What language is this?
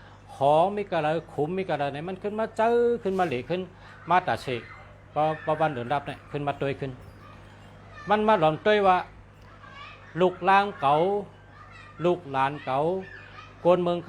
Shan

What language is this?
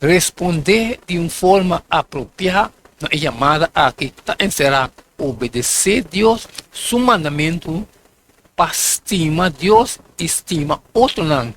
Papiamento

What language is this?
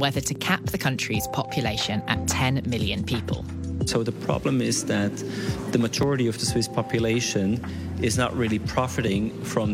English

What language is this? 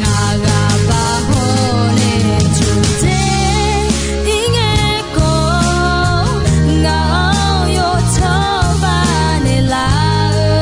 Akha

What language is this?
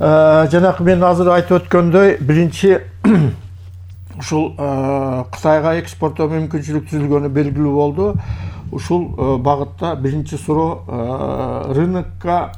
Kyrgyz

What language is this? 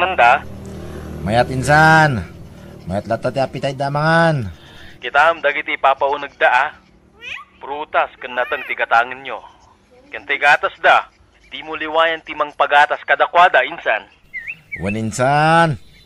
Iloko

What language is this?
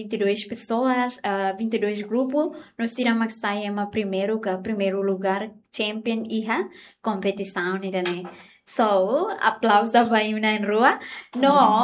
Tetum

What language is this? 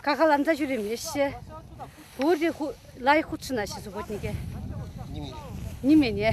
Chuvash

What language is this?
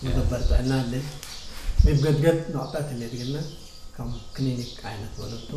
Tigre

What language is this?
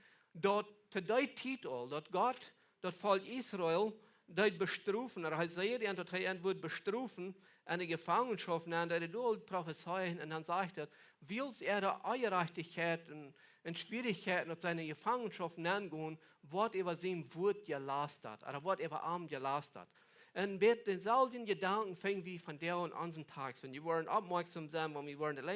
Plautdietsch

